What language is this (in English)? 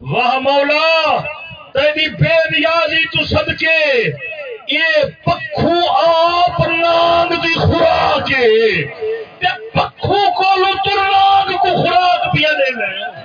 Saraiki